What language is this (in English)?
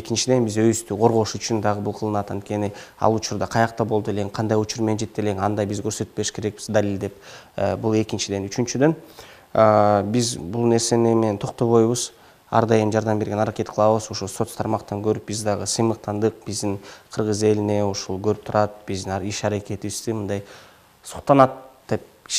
Kyrgyz